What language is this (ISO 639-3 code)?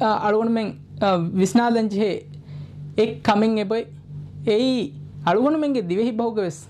div